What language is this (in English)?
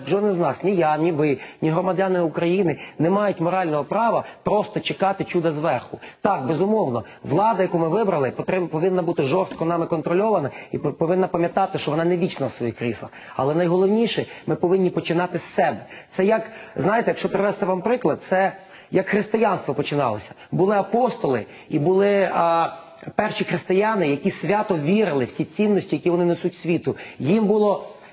Ukrainian